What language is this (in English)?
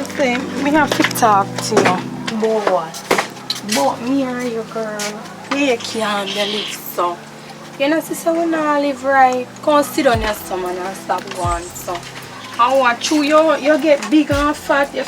Jamaican Creole English